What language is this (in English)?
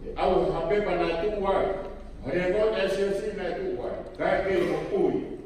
Tongan